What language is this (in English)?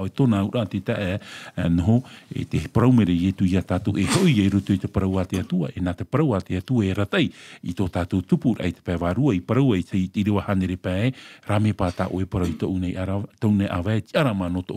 Tahitian